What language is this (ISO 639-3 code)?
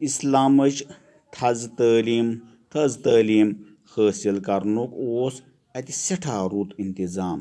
kas